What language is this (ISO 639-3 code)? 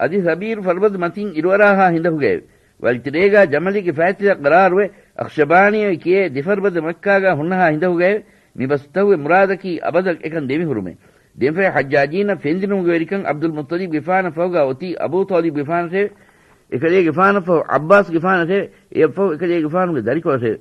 div